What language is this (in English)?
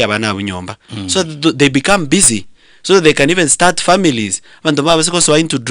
Gusii